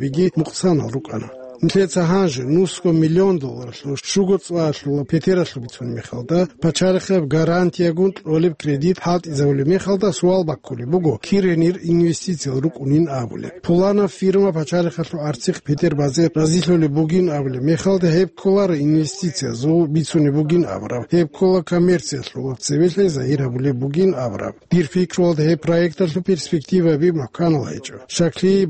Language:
Avaric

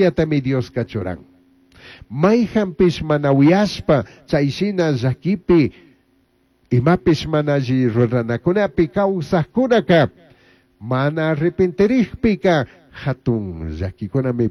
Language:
Chimborazo Highland Quichua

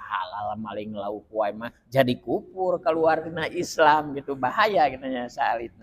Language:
Sundanese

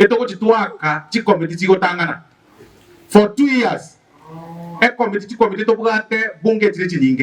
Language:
Gusii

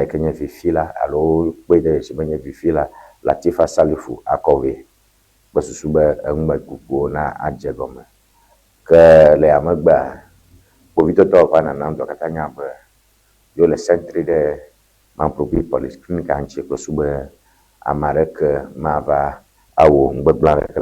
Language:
Ewe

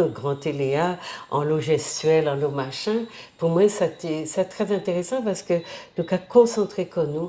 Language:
Guadeloupean Creole French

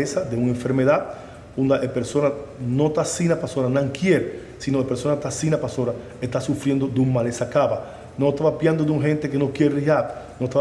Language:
Papiamento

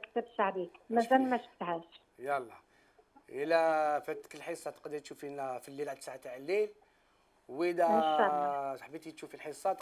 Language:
Algerian Arabic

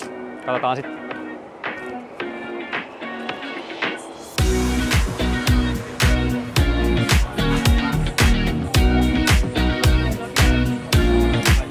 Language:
Finnish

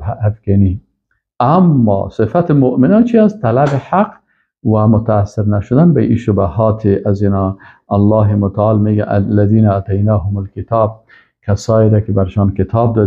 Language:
Persian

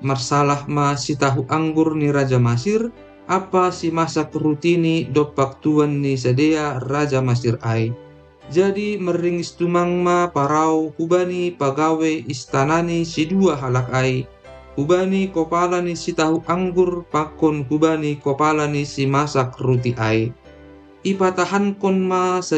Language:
Batak Simalungun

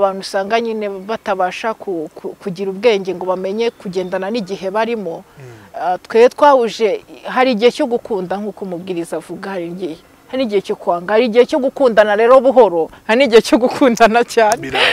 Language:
Kinyarwanda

